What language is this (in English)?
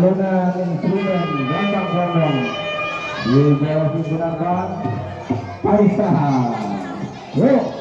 Betawi